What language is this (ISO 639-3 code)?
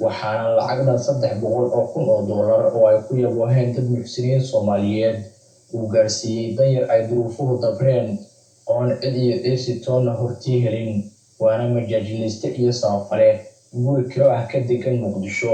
som